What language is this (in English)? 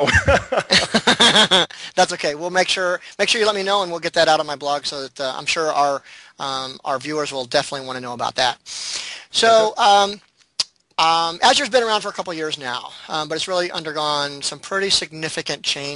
English